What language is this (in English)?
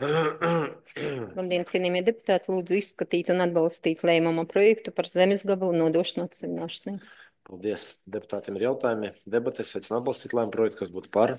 Latvian